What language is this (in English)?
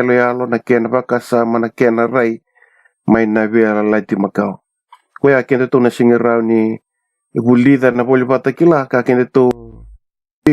Fijian